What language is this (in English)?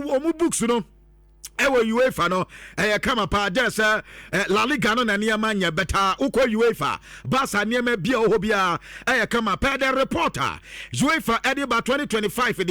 Akan